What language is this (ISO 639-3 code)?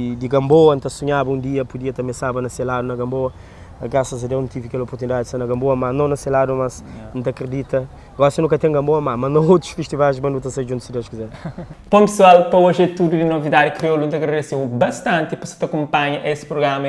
kea